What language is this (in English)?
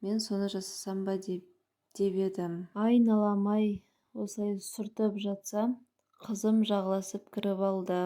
Kazakh